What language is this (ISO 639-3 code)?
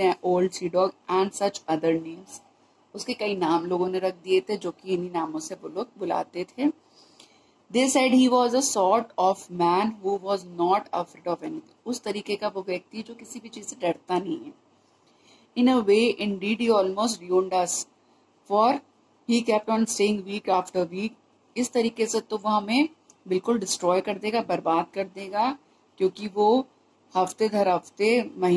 hin